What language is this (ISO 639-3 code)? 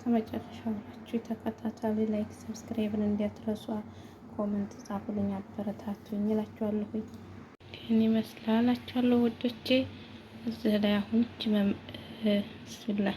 amh